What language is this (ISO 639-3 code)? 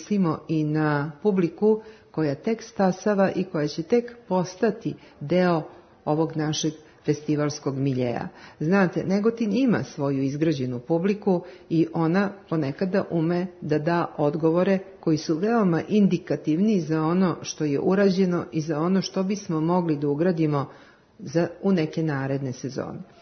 srp